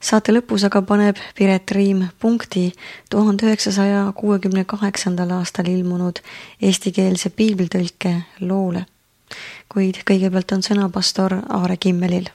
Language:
Estonian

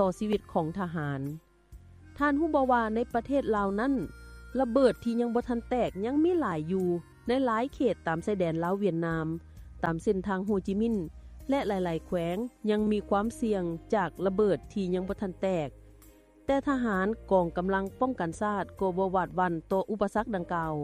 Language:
Lao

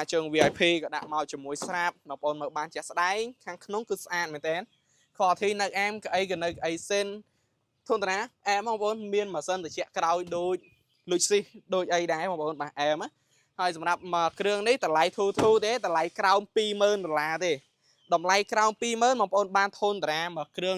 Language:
Khmer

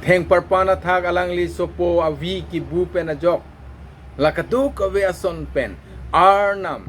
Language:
Karbi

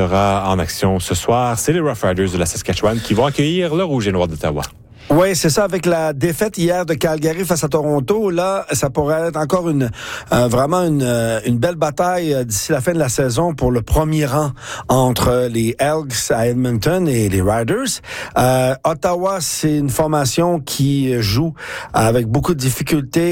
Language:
French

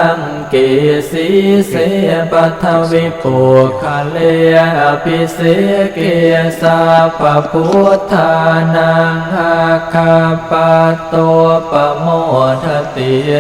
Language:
Pali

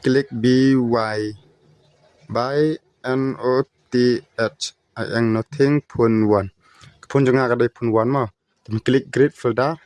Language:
Khasi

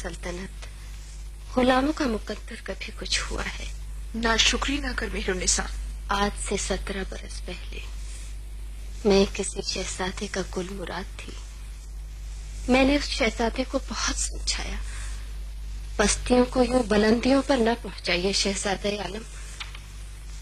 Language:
Urdu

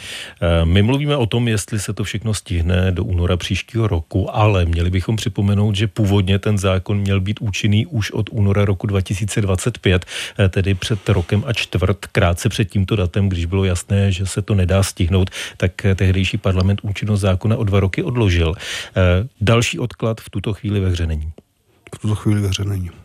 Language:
Czech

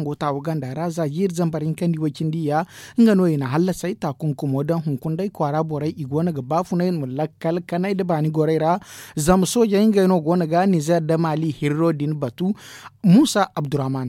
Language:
Zarma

